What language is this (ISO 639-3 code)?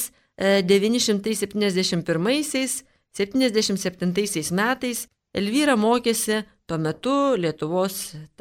lit